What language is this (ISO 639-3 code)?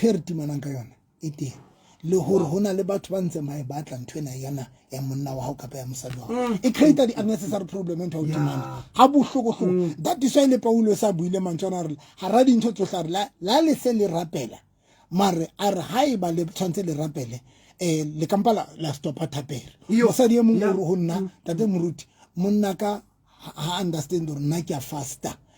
sot